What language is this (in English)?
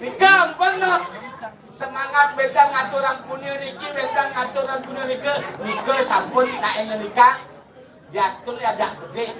Balinese